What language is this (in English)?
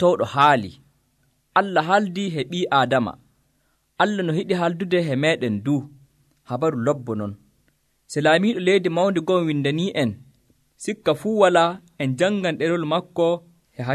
Nigerian Fulfulde